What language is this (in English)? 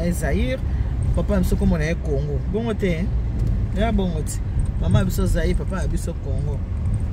Lingala